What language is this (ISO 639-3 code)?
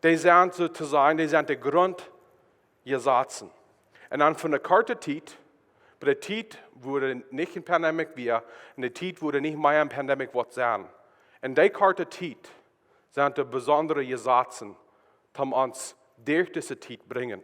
pdt